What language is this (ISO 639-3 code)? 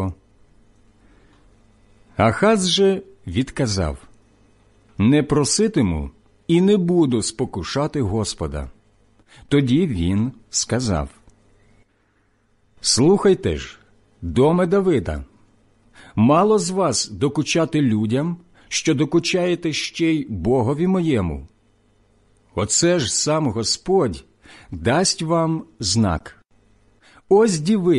ukr